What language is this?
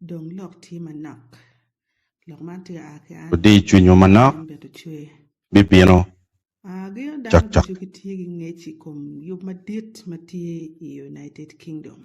Acoli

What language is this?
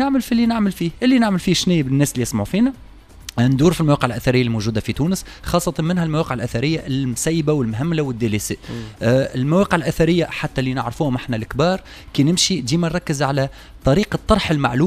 Tunisian Arabic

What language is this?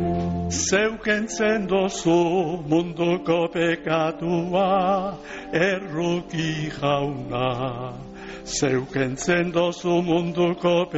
Basque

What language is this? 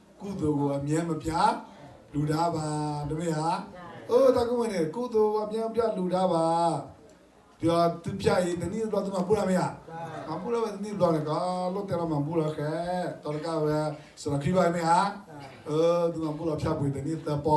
S'gaw Karen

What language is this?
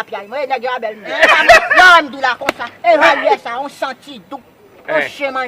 Haitian Creole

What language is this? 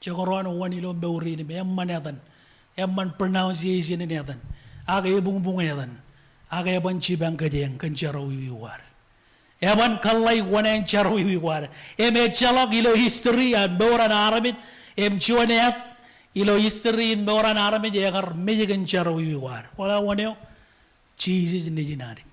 Marshallese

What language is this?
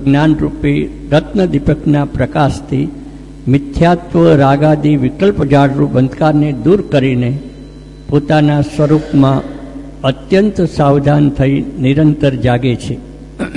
Gujarati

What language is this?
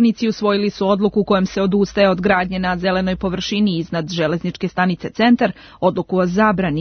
Serbian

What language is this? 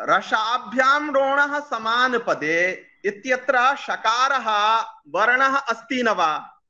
Sanskrit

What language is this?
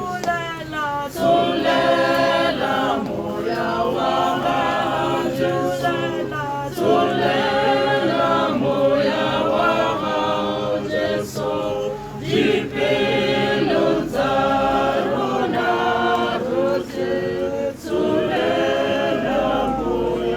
Tswana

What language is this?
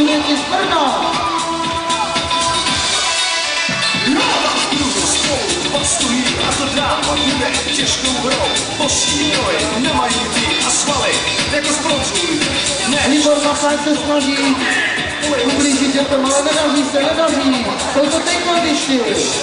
Czech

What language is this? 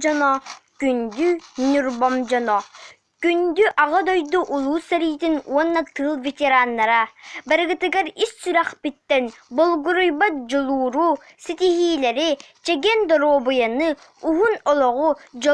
Yakut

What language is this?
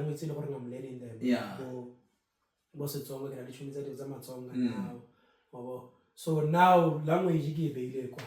Tswana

